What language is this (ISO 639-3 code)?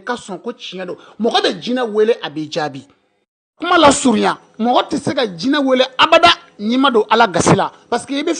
bam